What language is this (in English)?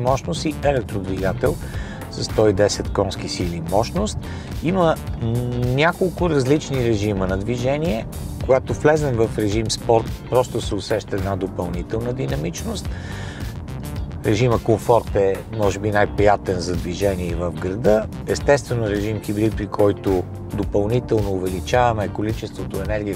Bulgarian